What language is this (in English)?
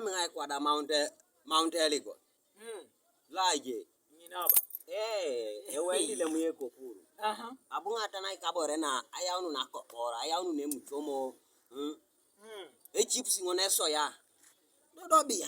Teso